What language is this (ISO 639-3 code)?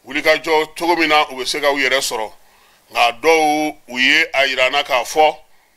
bam